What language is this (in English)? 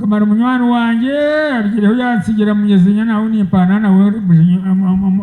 Nyankole